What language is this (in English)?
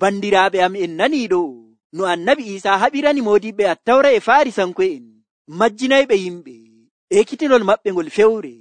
Nigerian Fulfulde